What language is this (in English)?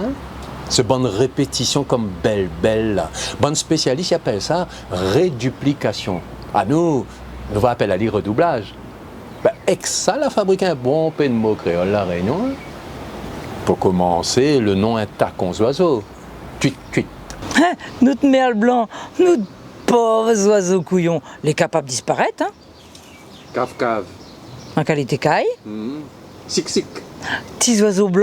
Réunion Creole French